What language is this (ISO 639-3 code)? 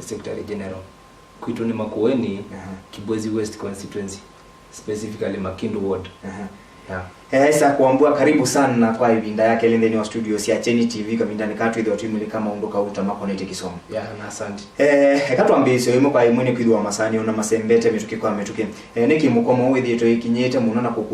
kam